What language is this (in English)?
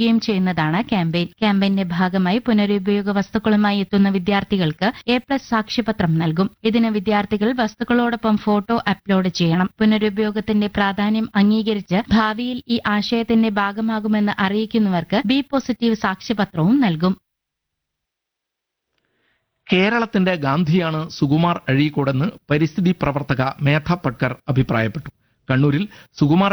Malayalam